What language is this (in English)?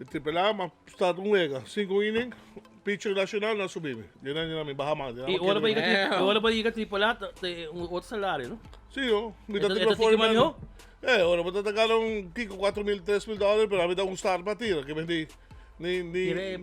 Papiamento